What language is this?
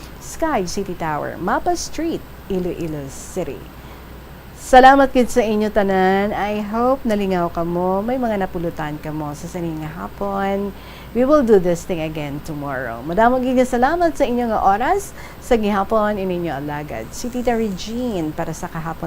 Hiligaynon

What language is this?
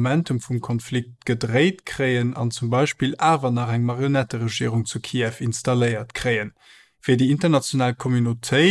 Luxembourgish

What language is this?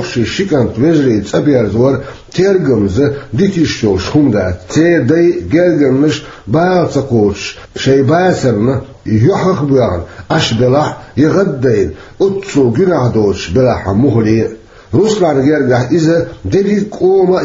Chechen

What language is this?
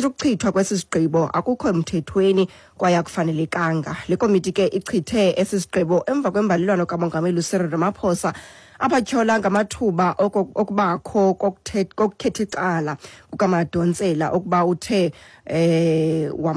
Xhosa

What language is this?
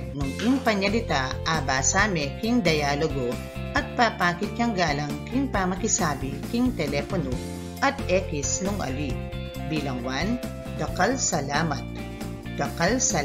Pampanga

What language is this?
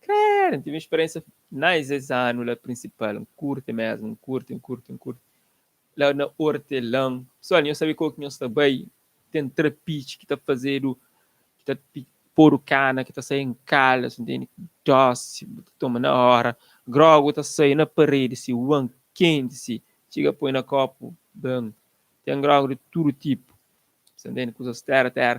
Kabuverdianu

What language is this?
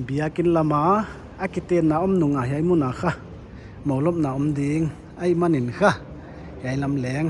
Paite Chin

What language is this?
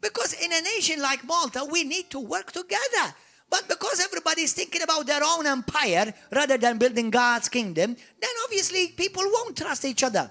English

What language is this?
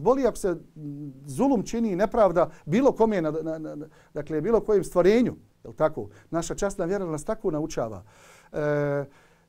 Bosnian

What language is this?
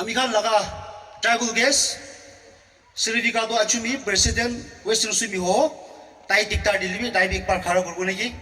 Naga Pidgin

